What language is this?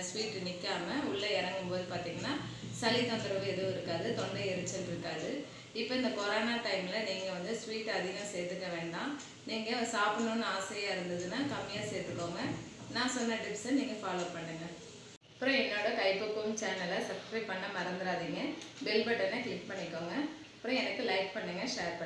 Tamil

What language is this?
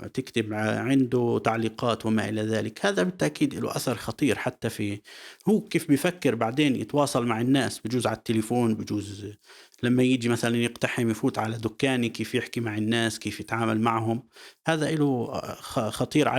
North Levantine Arabic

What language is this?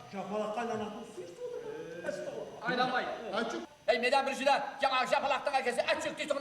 Kara-Kalpak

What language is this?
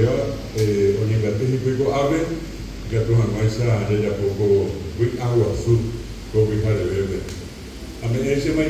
Guarani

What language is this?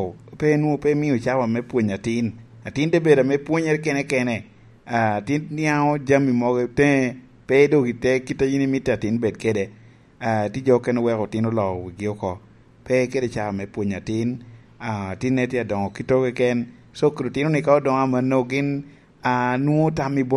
Lango (Uganda)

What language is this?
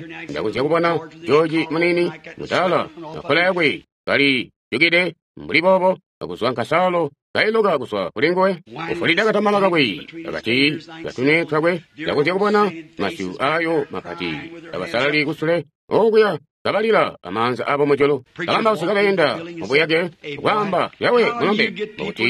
Tonga (Zambia)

